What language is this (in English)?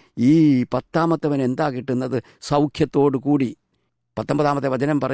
Malayalam